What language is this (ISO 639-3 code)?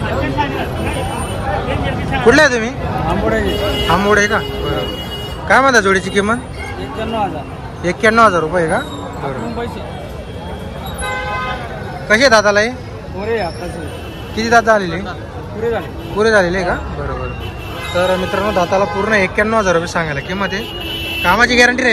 mar